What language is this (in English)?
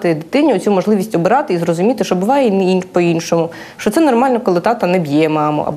Ukrainian